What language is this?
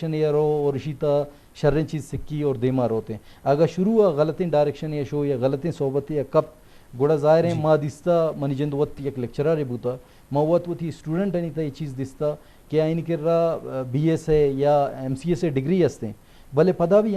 Eastern Balochi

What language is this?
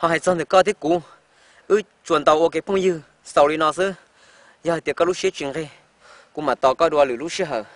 Hmong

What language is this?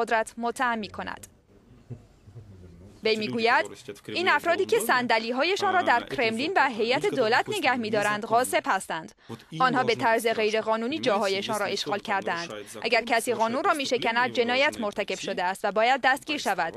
Persian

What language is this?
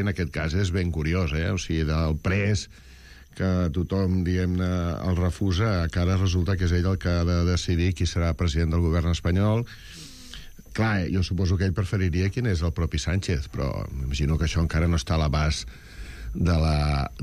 Catalan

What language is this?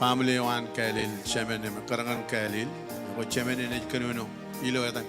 Marshallese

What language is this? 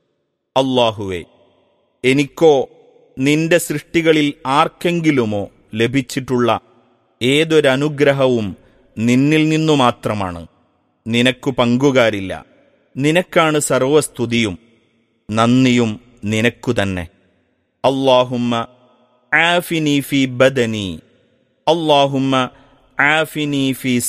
Malayalam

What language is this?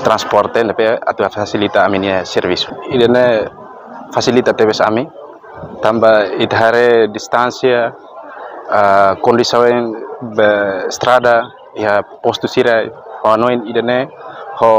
Tetum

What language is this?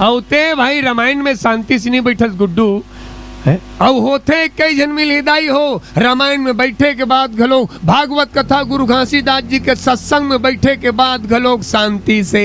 Chhattisgarhi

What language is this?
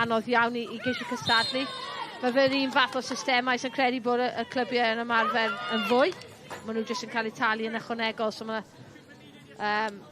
Welsh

